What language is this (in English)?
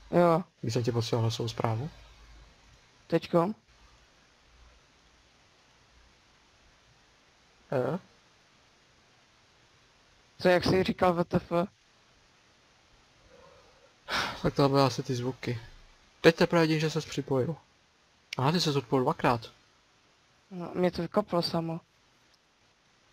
Czech